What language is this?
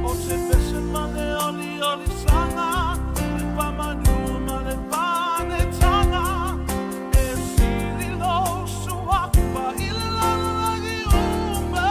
Samoan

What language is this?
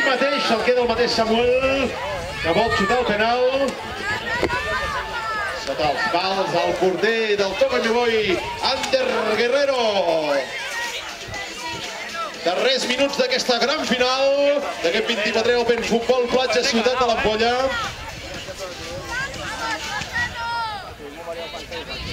Catalan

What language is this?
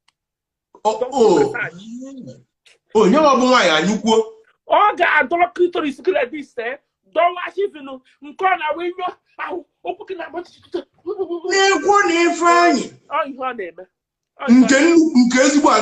Igbo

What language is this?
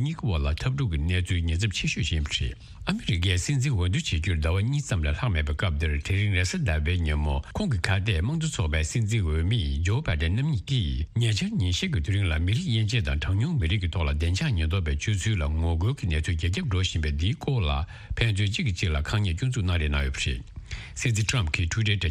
Tibetan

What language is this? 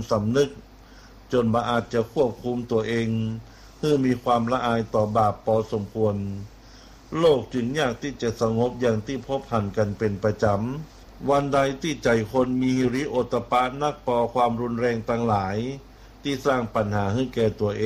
Thai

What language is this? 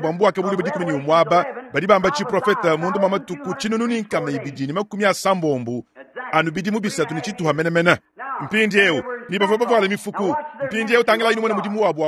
Luba-Lulua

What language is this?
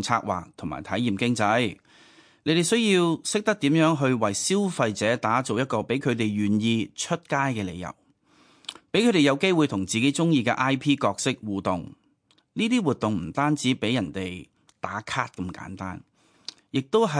Cantonese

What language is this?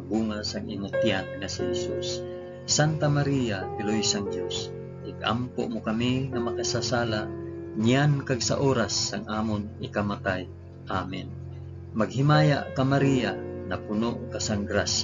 Hiligaynon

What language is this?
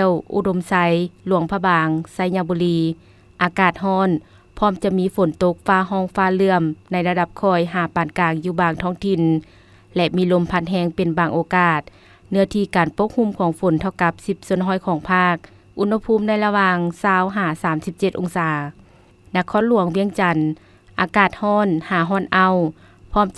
Lao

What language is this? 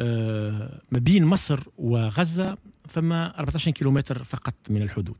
Tunisian Arabic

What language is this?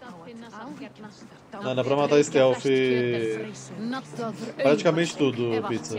Portuguese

